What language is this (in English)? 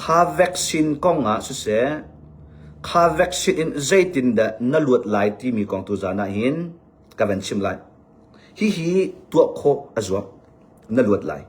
Hakha Chin